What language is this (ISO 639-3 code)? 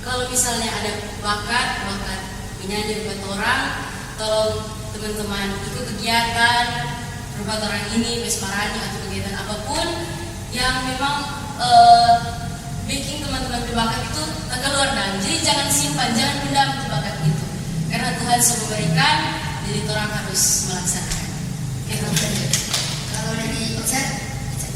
xmm